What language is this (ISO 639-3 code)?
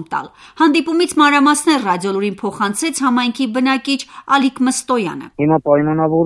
hye